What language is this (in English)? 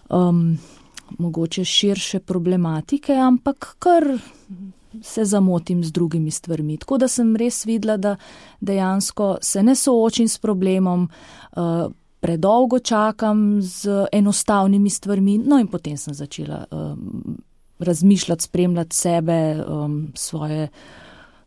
Slovenian